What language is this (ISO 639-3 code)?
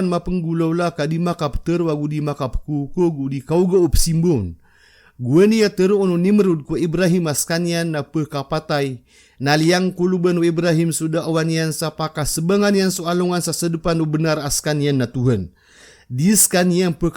mrw